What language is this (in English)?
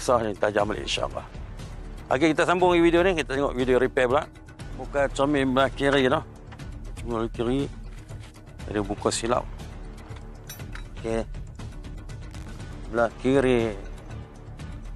Malay